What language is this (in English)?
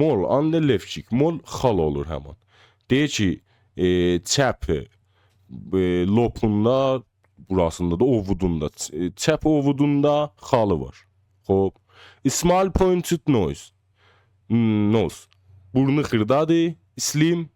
South Azerbaijani